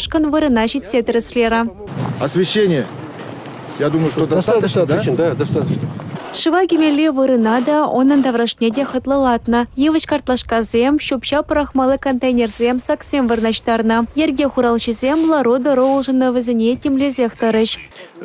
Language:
Chuvash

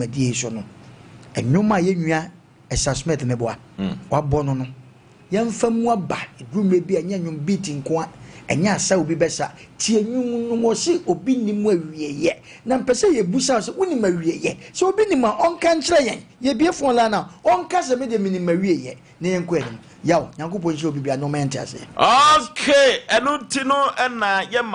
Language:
Akan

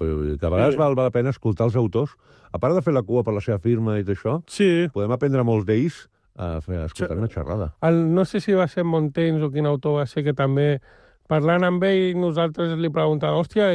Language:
Catalan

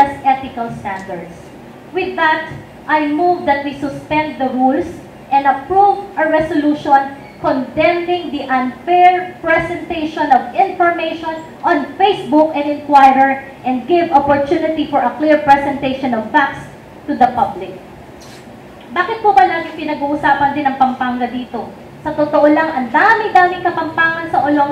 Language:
Filipino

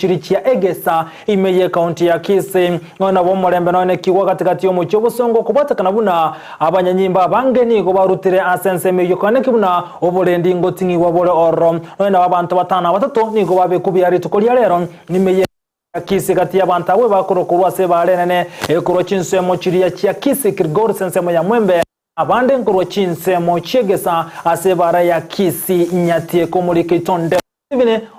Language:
Gusii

